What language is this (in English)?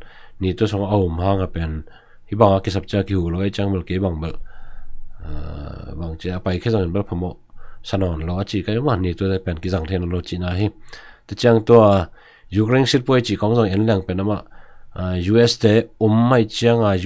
Tedim Chin